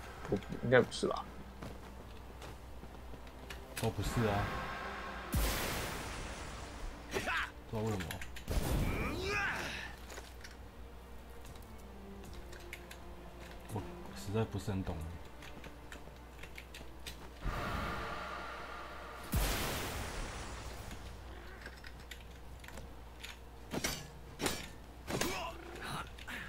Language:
Chinese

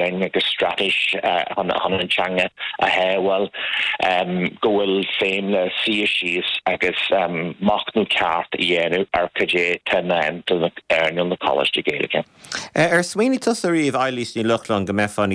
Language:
Irish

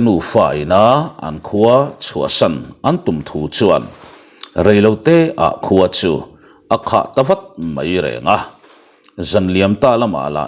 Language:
Mizo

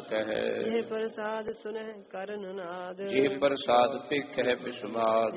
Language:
Punjabi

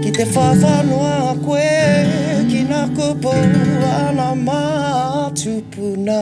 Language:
Māori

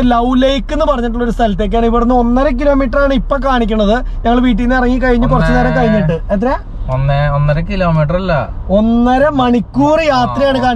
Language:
Malayalam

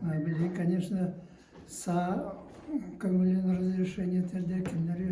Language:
Yakut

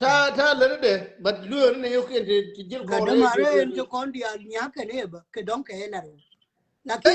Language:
Nuer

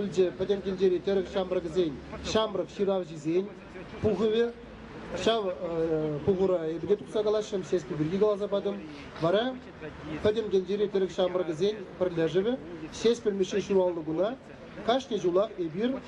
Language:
Chuvash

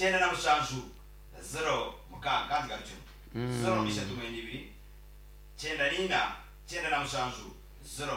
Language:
Nyankole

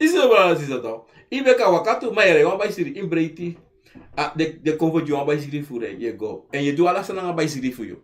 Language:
Sranan Tongo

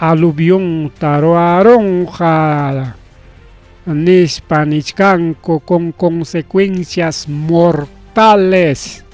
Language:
Ayacucho Quechua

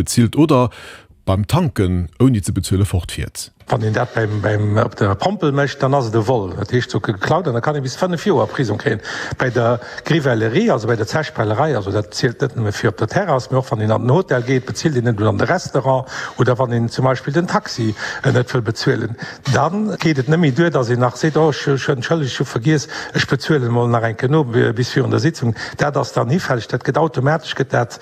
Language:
Luxembourgish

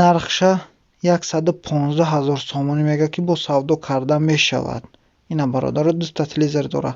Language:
Tajik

